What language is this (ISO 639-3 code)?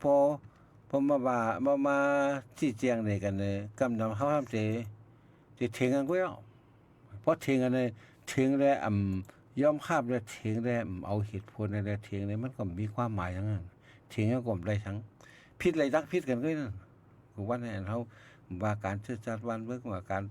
shn